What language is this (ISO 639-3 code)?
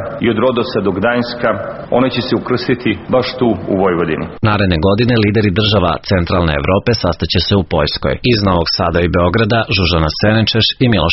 srp